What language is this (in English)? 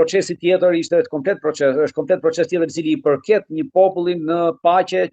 Albanian